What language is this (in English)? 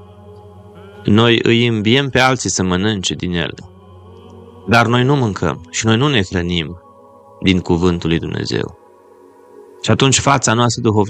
Romanian